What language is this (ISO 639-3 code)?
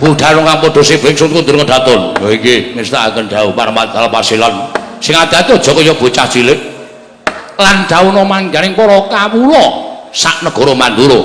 jav